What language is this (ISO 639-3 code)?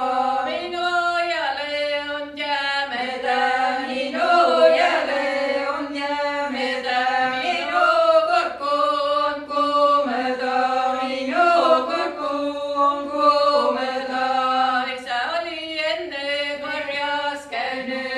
est